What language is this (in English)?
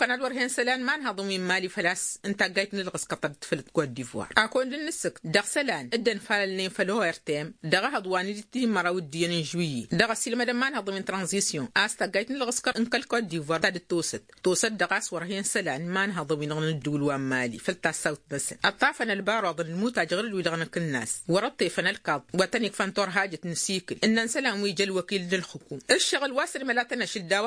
Tamasheq